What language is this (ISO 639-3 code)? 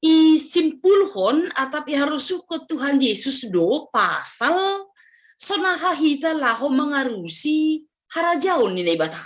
bts